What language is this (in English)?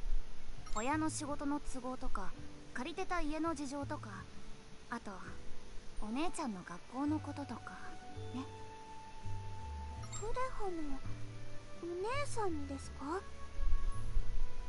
Japanese